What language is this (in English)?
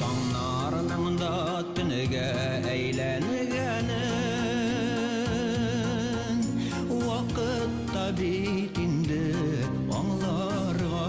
Bashkir